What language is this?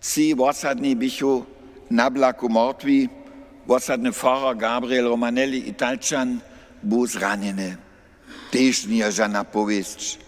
Upper Sorbian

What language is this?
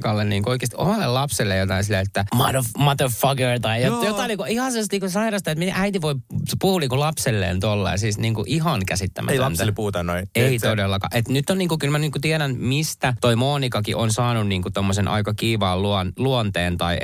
Finnish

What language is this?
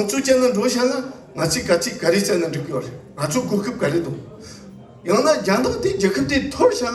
Tibetan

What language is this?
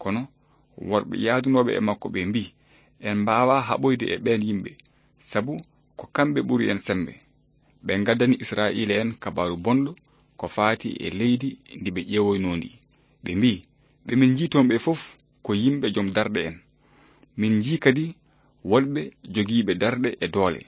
Fula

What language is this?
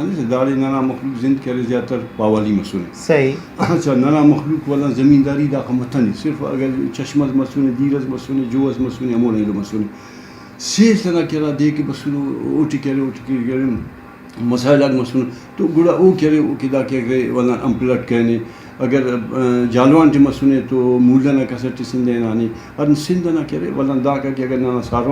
Brahui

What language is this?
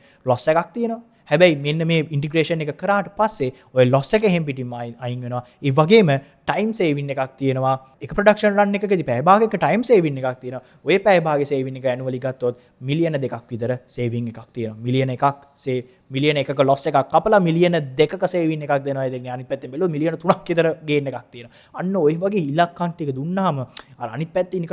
Sinhala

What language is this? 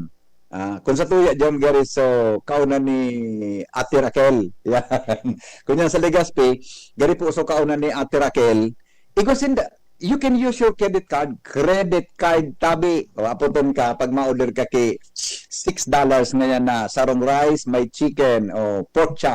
Bikol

